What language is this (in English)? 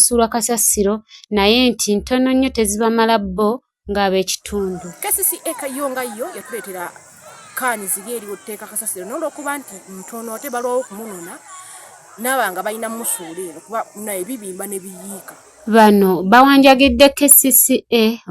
Ganda